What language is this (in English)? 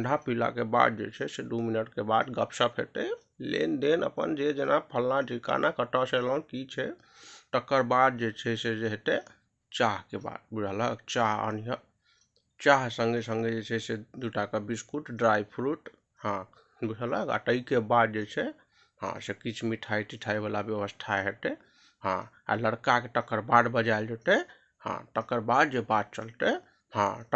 Maithili